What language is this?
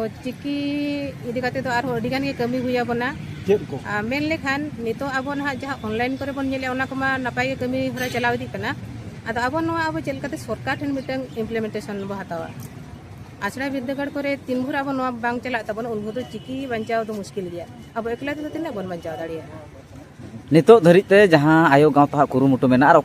Santali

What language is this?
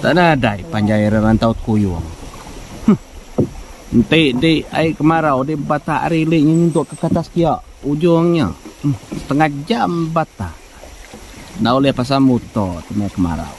Iban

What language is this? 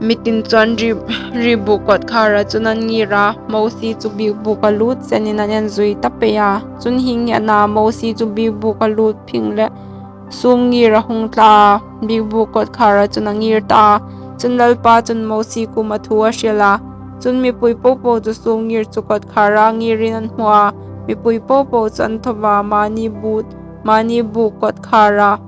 Hmar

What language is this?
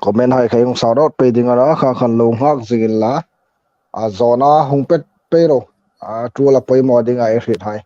Hmar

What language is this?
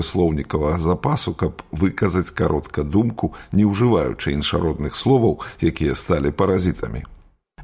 Belarusian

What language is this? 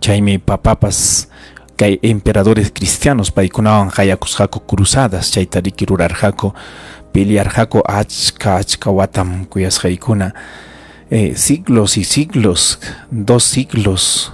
Ayacucho Quechua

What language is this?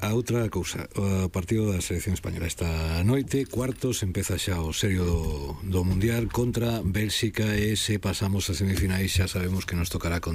Galician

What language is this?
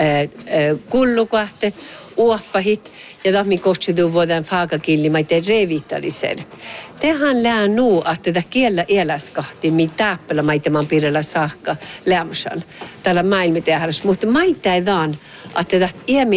Northern Sami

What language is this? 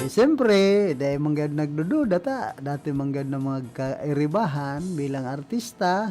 Bikol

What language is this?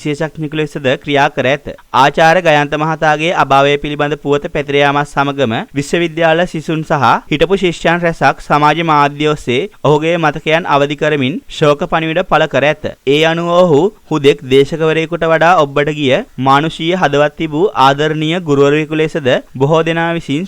Sinhala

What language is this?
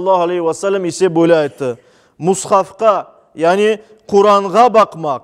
Crimean Tatar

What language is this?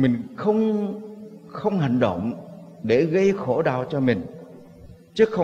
Vietnamese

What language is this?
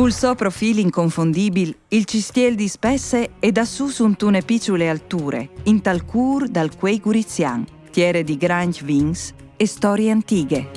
Friulian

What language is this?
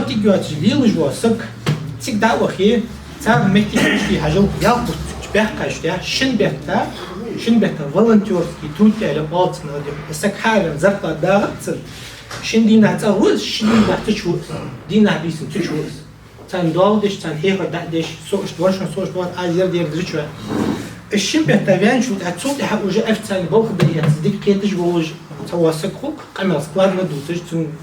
Ingush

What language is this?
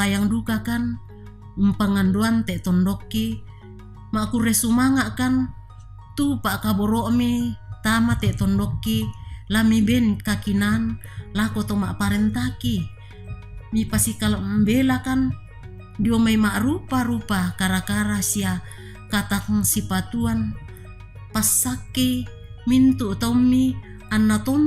Toraja-Sa'dan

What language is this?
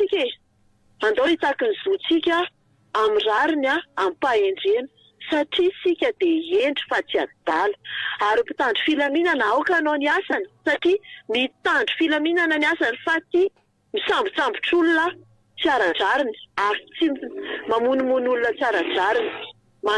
Malagasy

